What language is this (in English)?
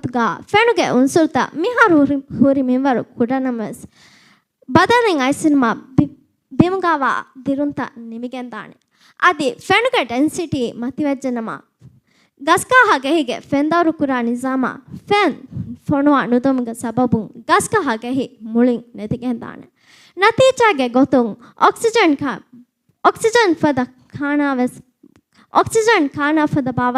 Divehi